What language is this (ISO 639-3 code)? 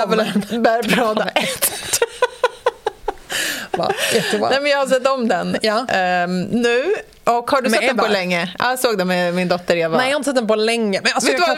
swe